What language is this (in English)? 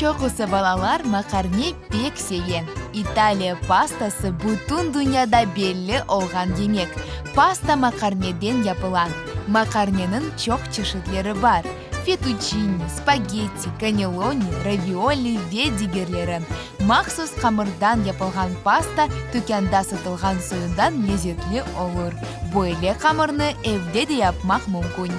Crimean Tatar